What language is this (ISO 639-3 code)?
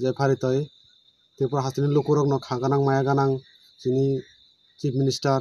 ria